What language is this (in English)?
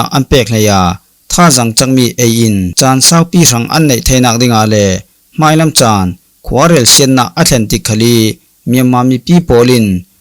Falam Chin